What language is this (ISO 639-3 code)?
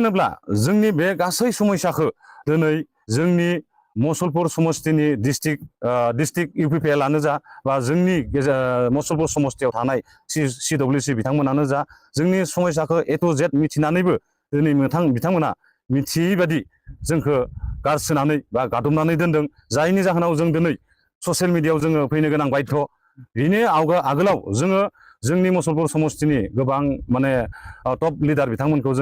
brx